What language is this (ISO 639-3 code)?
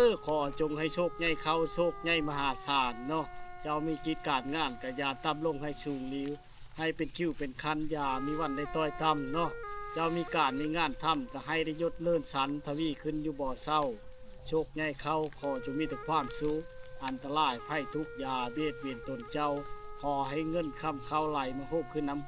lao